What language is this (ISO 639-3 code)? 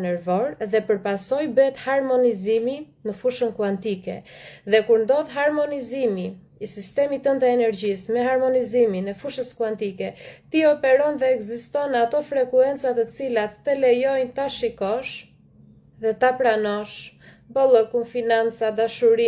sqi